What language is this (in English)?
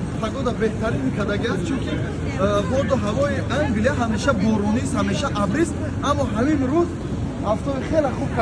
Tajik